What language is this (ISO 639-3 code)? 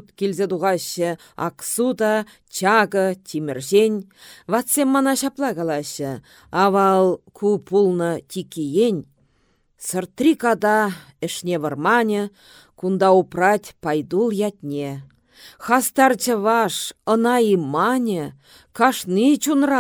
chv